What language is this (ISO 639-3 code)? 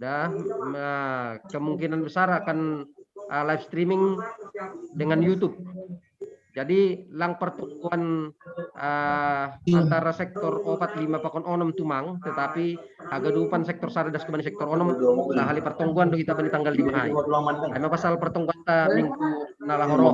bts